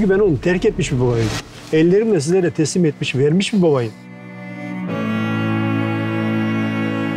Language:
Turkish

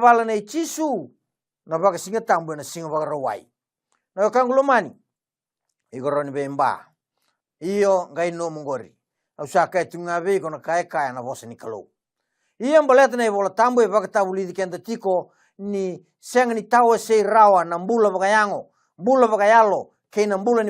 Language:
Fijian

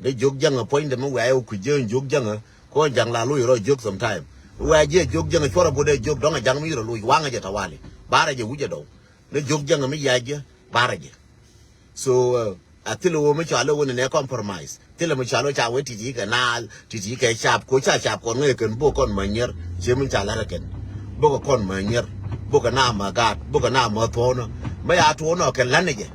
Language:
Nuer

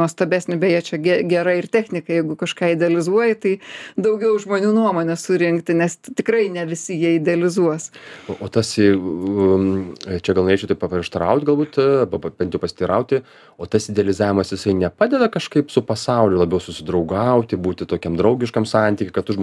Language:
Lithuanian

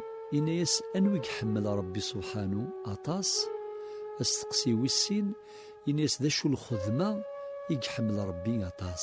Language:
Kabyle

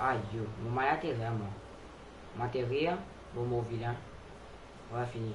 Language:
Morisyen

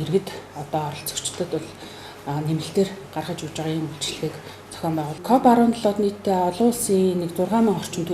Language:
Mongolian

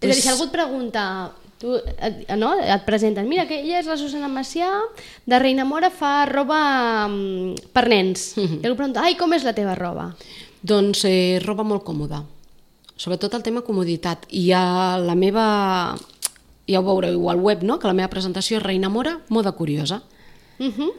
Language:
Catalan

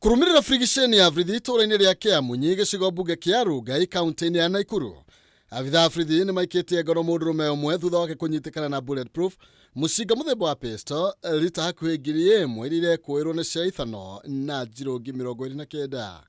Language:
Kikuyu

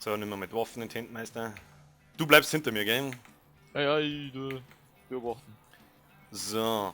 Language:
Bavarian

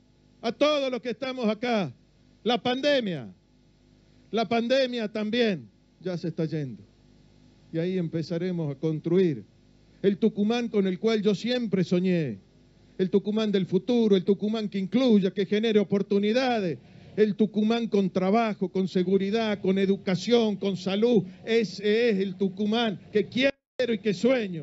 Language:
Spanish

